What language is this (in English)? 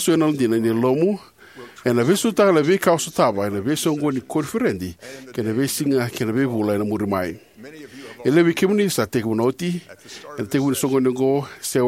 Fijian